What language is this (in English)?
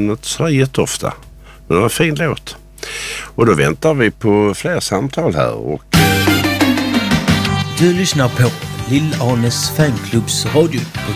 Swedish